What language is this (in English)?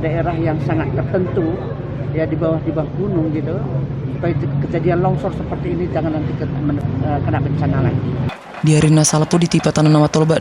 Batak Toba